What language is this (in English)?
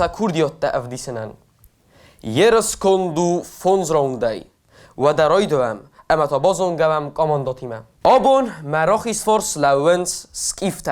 Ossetic